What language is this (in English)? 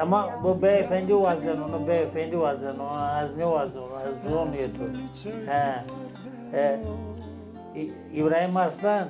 Zaza